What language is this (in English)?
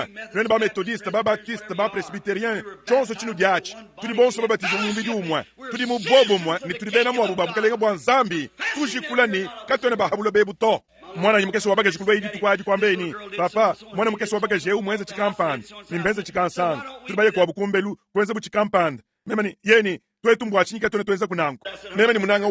Luba-Lulua